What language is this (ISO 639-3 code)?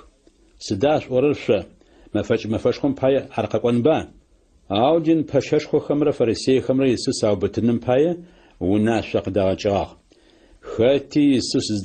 ady